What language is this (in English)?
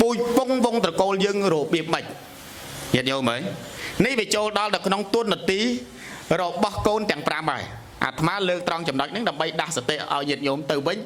Khmer